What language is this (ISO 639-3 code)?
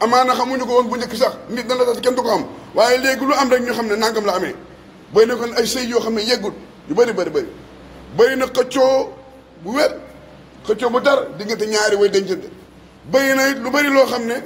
wol